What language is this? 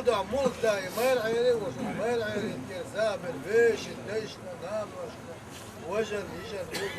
Chechen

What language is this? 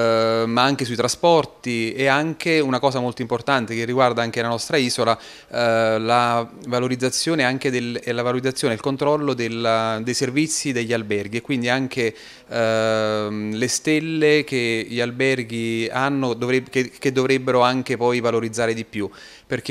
Italian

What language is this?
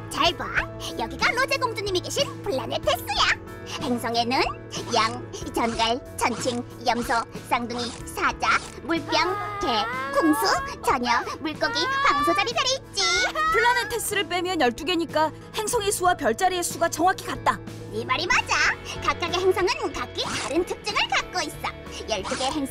Korean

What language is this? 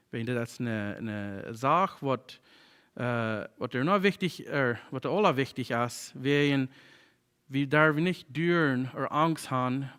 Plautdietsch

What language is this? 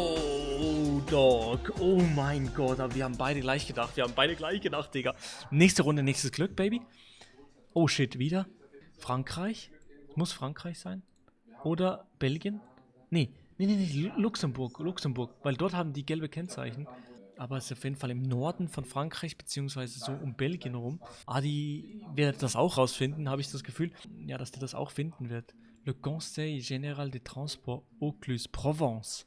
Swiss German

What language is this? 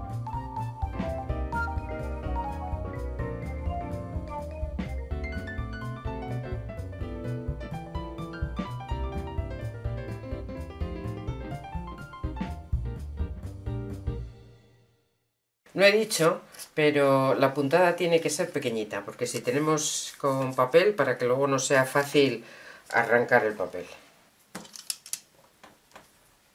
Spanish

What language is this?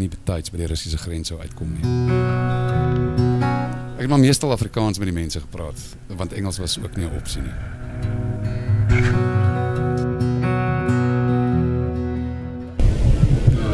Afrikaans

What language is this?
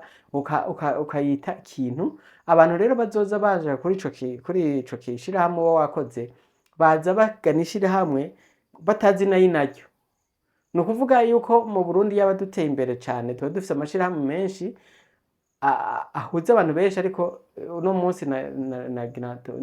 Rundi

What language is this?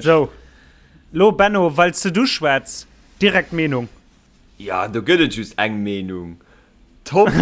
Luxembourgish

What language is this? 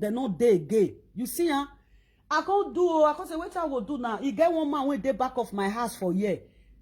Nigerian Pidgin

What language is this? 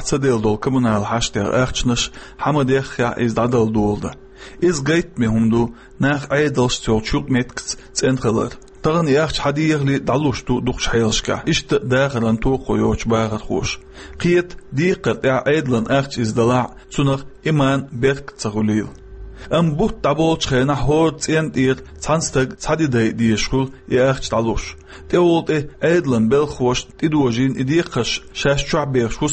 Chechen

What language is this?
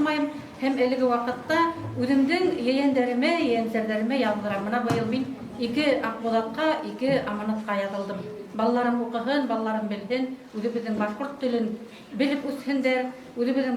Bashkir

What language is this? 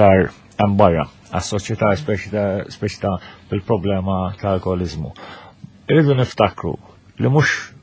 Maltese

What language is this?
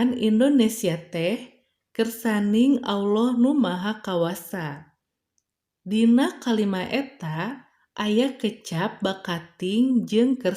Sundanese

